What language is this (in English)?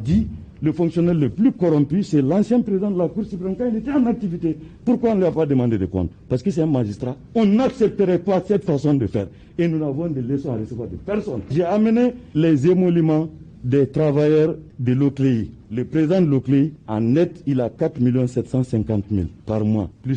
Bambara